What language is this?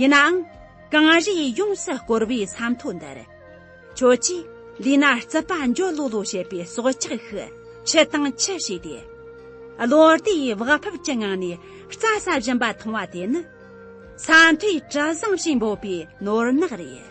Tibetan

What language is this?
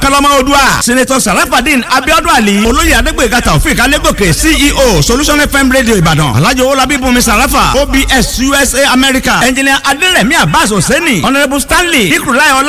Yoruba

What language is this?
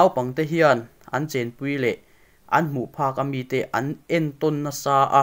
Mizo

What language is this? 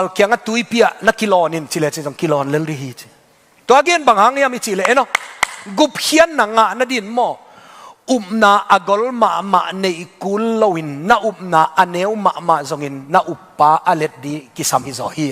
Tedim Chin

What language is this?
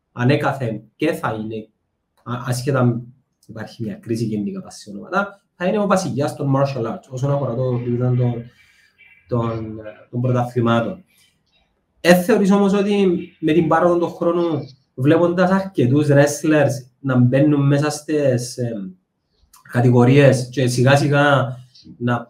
Greek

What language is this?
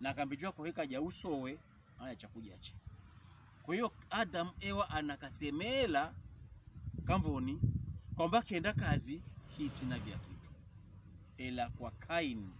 Pokomo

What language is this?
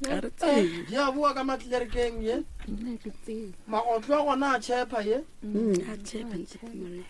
Northern Sotho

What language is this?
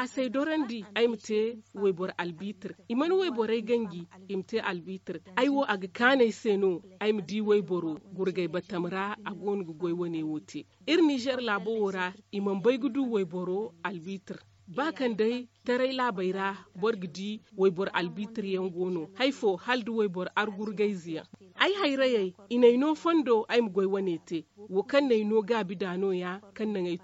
Zarma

